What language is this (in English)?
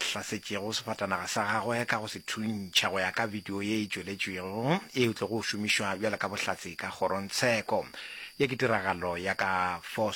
Northern Sotho